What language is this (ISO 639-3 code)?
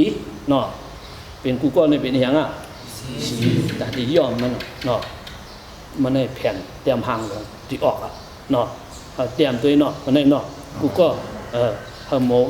shn